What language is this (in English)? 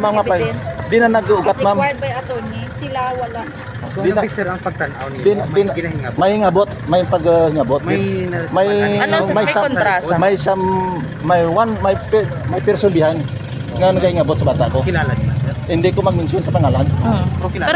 Hiligaynon